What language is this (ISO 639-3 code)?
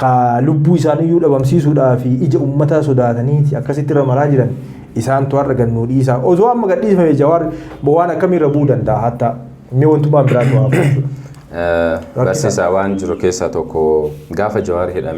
orm